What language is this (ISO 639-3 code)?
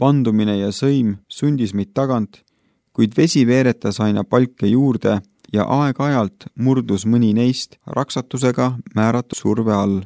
est